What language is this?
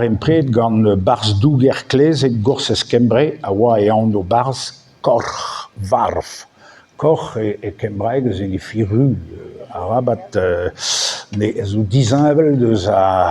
Breton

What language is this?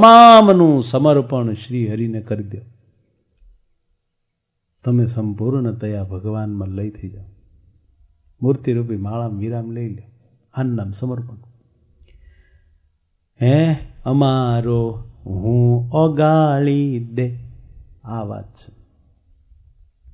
Gujarati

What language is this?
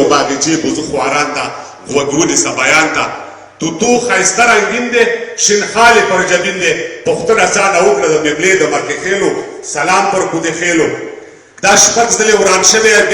Pashto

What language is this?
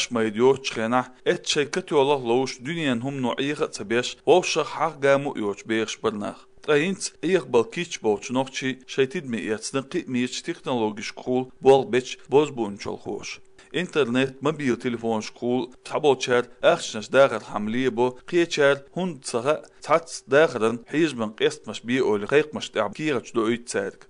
Chechen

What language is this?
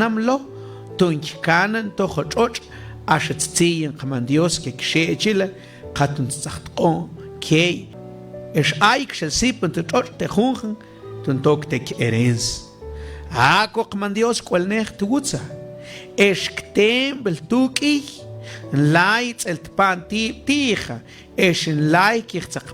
Mam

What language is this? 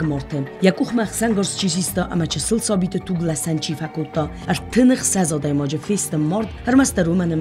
Ossetic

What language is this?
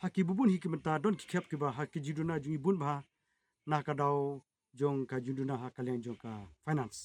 Khasi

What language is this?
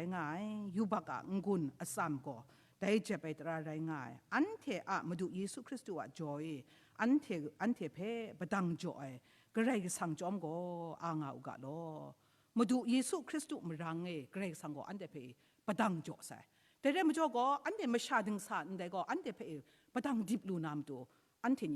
Kachin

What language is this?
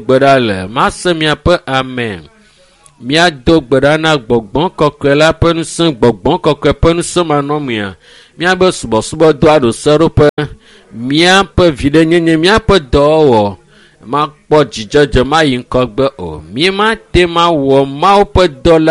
Ewe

